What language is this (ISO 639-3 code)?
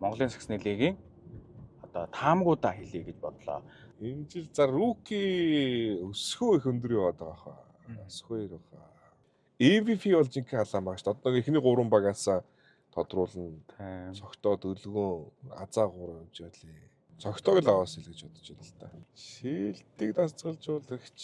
mon